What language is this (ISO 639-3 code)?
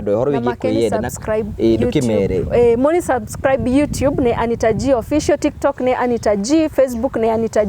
kik